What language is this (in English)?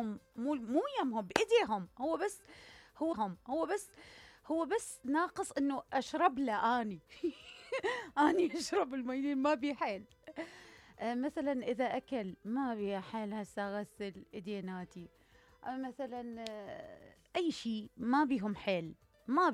Mesopotamian Arabic